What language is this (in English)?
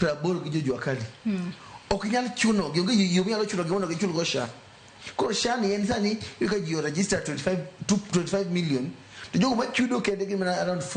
Luo (Kenya and Tanzania)